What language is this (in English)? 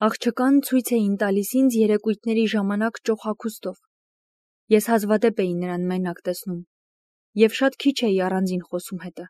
Armenian